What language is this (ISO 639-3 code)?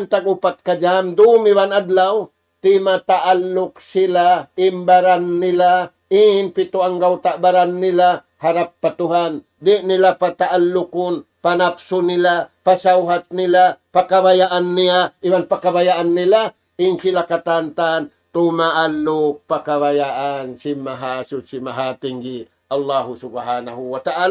tsg